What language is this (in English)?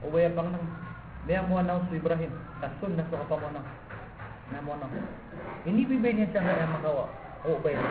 Maranao